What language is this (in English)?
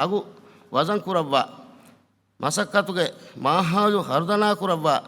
Divehi